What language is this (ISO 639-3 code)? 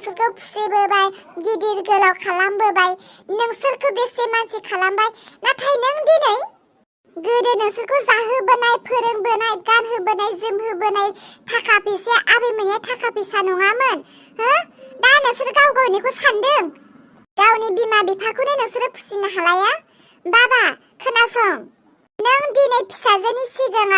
brx